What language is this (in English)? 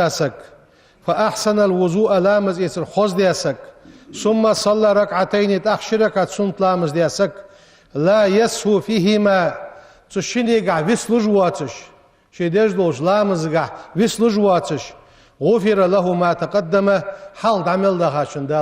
Ingush